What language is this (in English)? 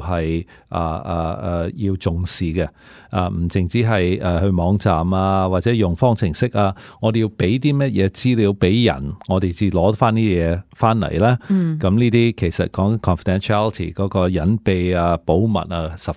Cantonese